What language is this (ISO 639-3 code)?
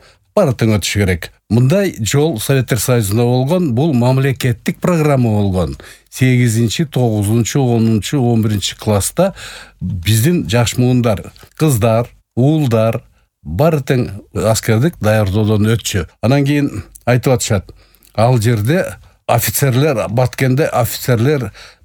kir